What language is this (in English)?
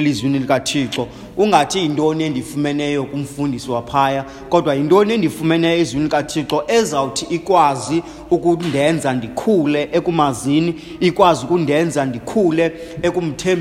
Xhosa